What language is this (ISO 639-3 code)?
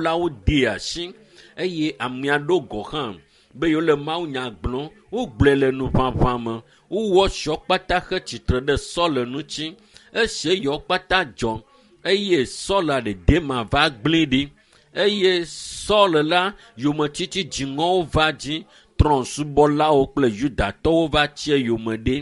ewe